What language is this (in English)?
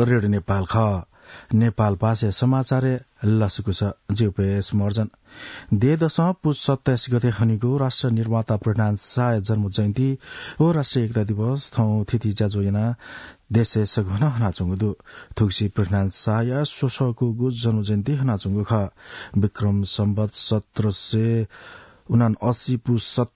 Newari